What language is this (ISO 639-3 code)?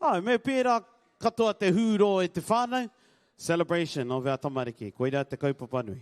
mri